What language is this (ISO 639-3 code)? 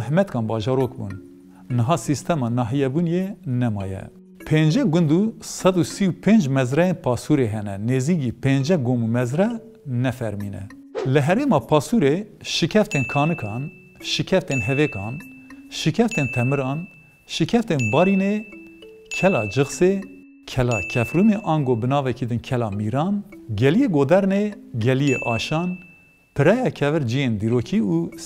kur